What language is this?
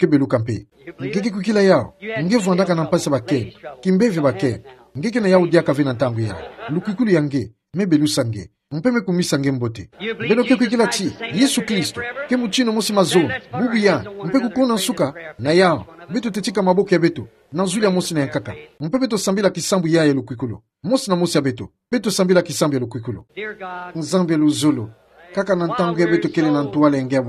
Kituba (Democratic Republic of Congo)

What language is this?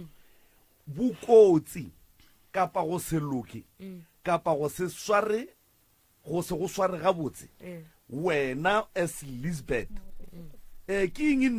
Northern Sotho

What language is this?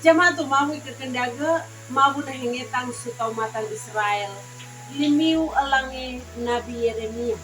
Sangir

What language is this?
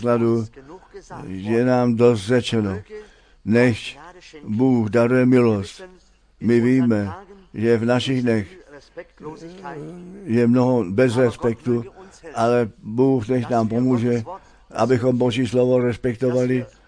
Czech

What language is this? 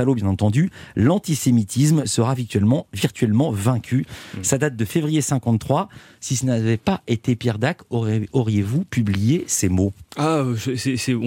French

